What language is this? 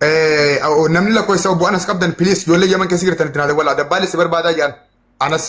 Oromo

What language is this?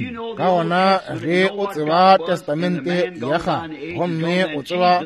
Northern Sotho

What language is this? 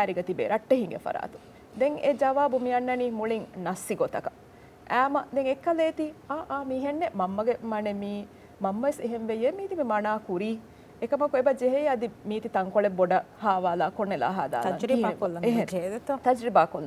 Divehi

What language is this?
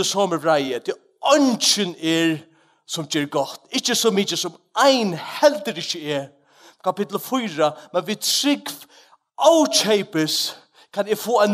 Faroese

